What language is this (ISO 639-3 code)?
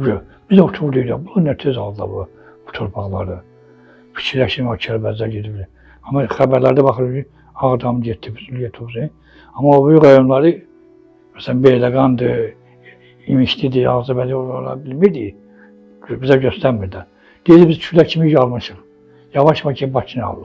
aze